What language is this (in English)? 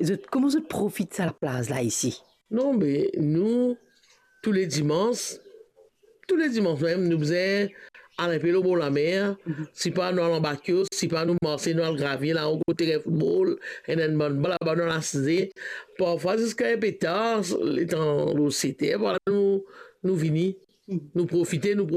Morisyen